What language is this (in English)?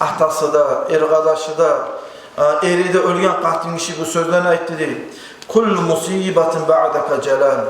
Kumyk